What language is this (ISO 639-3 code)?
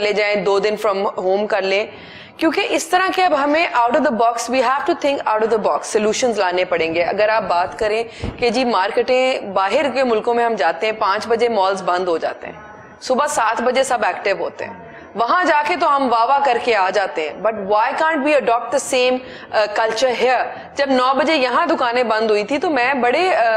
urd